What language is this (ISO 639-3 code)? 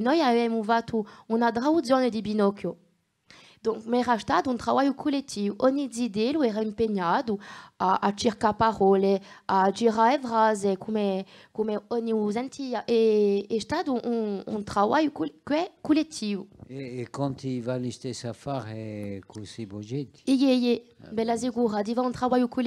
cos